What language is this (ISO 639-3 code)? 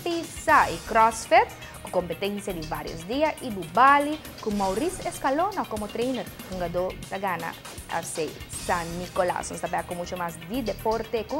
pap